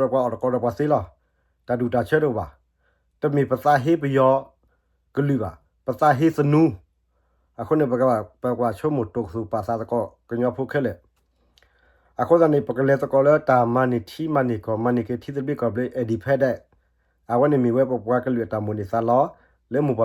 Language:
S'gaw Karen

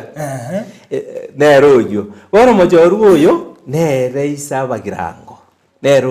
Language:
Gusii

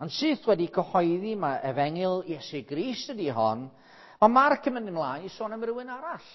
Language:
Welsh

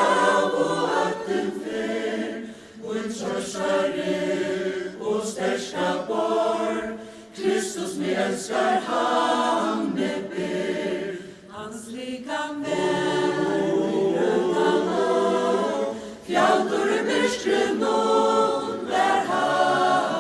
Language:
Faroese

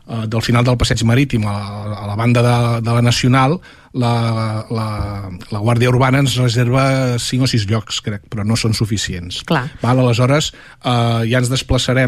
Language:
Catalan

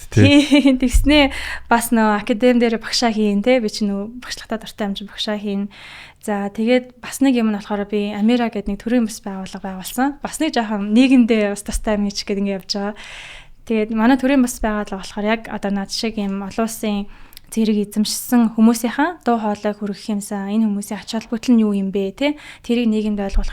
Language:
Mongolian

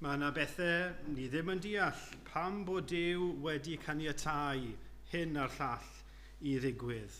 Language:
Welsh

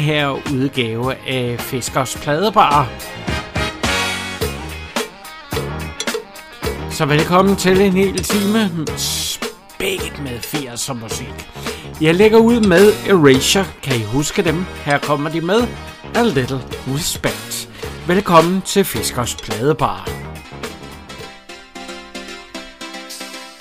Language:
Danish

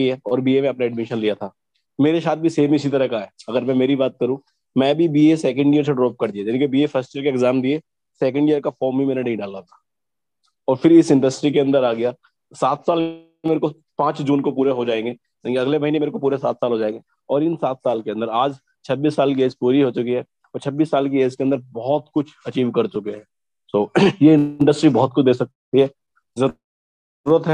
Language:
Hindi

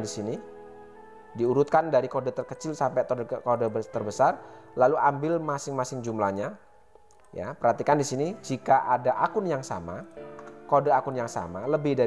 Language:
Indonesian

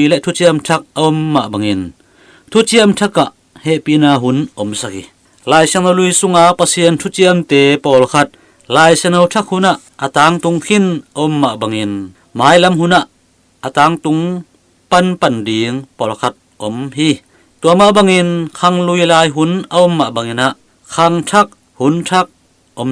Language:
Tedim Chin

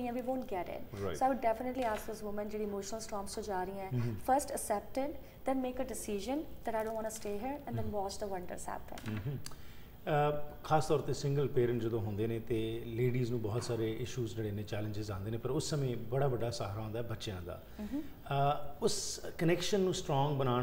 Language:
Punjabi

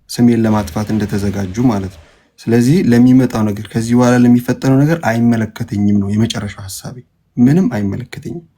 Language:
Amharic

